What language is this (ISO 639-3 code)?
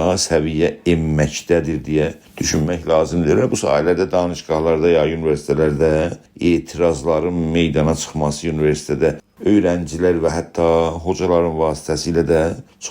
azb